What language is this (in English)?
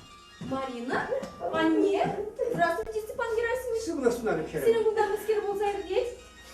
Chuvash